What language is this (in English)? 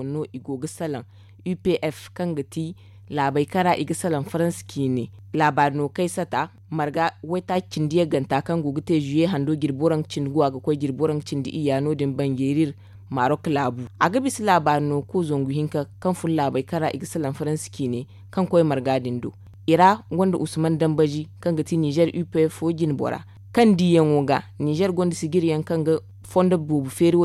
Zarma